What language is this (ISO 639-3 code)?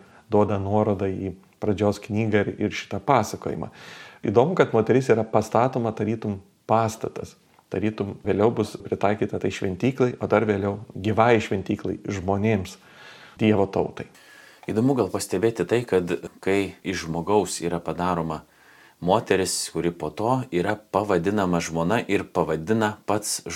lit